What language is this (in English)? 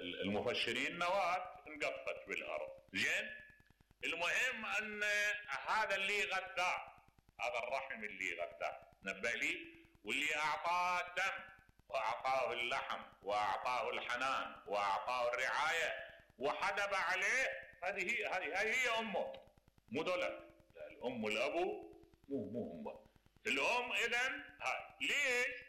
Mesopotamian Arabic